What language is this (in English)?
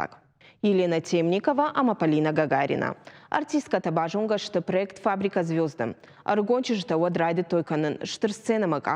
Ossetic